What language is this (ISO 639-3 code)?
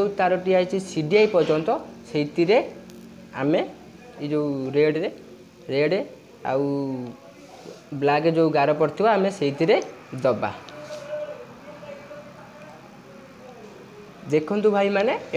ori